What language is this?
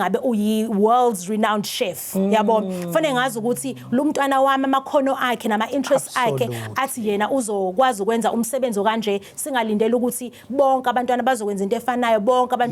Zulu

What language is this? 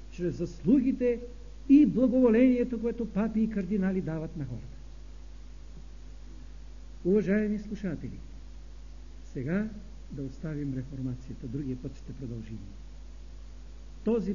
Bulgarian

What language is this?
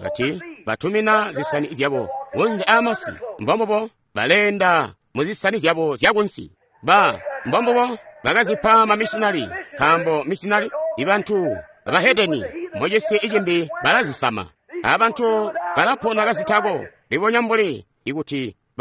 Tonga (Zambia)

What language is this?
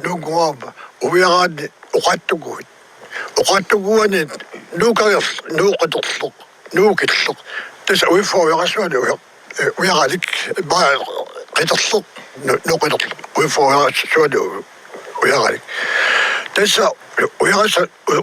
Kalaallisut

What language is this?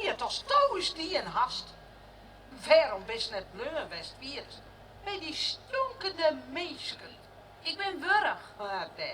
Western Frisian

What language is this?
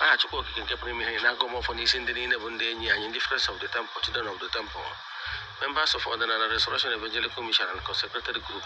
Igbo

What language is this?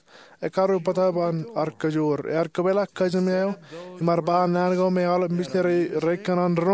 Marshallese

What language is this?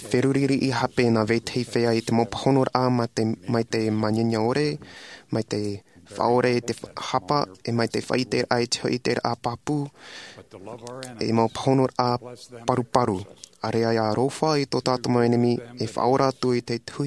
Tahitian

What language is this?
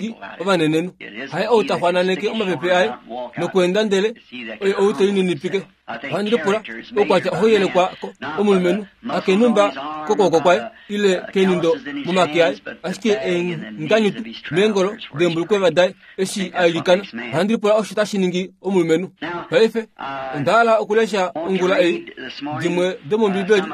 Kuanyama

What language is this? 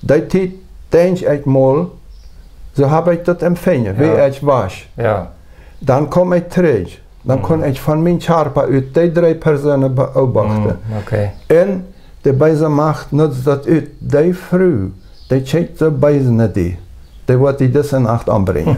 Plautdietsch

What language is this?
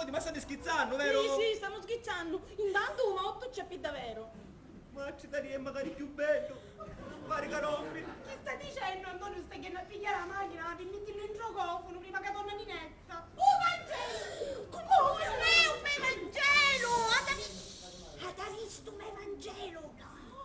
Sicilian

